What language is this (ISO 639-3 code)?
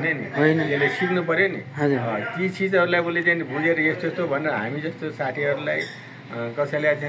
nep